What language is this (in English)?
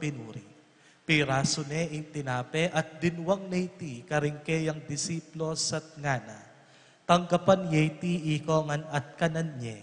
Pampanga